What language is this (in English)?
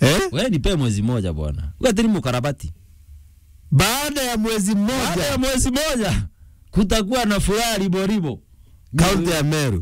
Meru